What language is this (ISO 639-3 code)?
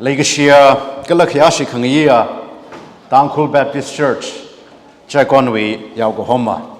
nmf